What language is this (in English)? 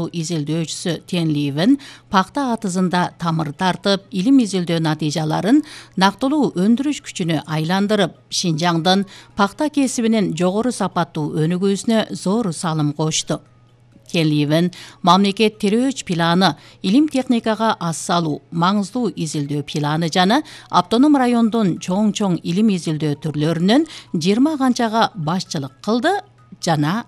Kyrgyz